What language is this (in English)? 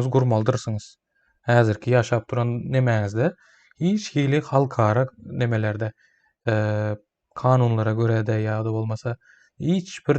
Turkmen